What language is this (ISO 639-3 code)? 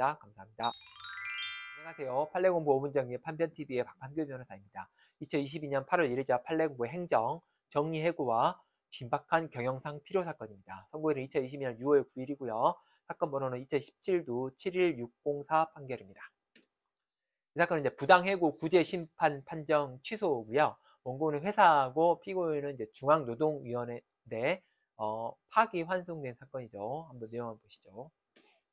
kor